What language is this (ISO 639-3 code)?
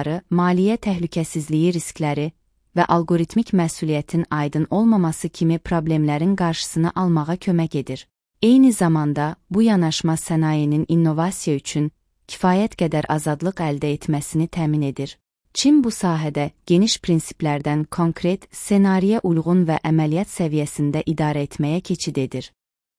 aze